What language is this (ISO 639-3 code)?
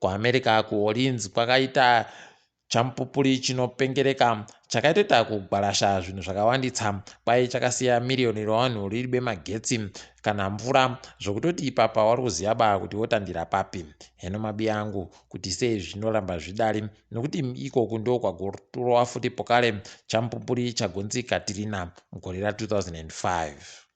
ndc